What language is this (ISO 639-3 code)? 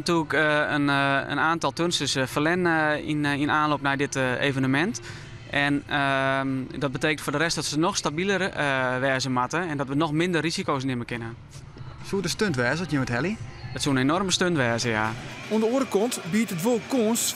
fry